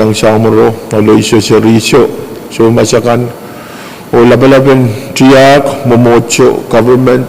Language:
Pohnpeian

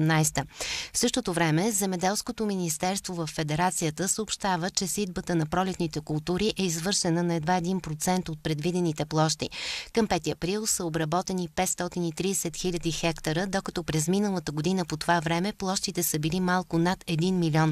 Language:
Bulgarian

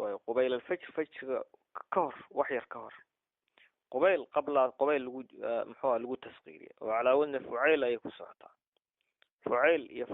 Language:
Somali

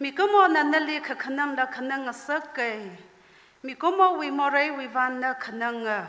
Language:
Tangkhul Naga (India)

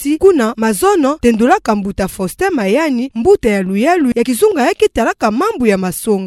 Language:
Kituba (Democratic Republic of Congo)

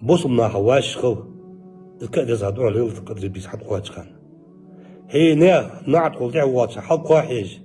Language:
Ingush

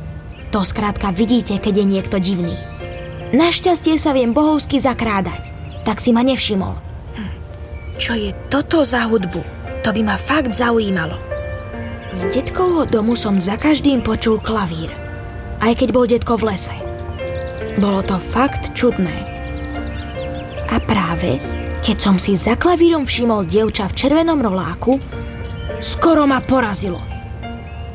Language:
Slovak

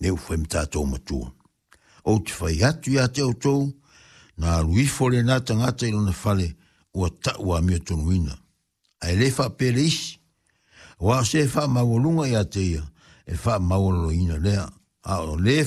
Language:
Samoan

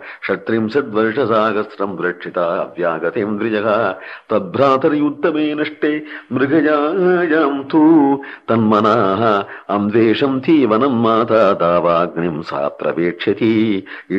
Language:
Sanskrit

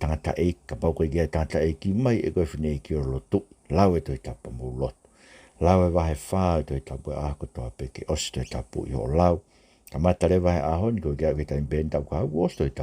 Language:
Tongan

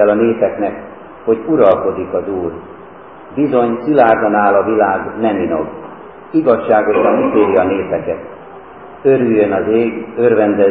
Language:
Hungarian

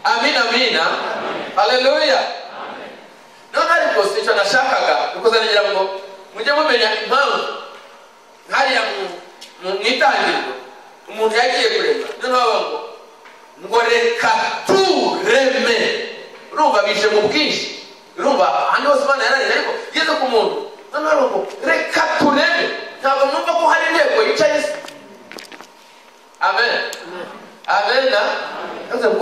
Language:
Kinyarwanda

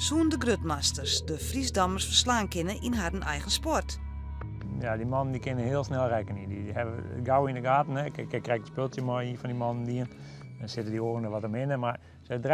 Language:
Western Frisian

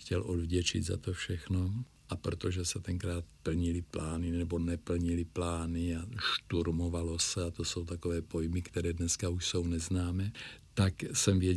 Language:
Czech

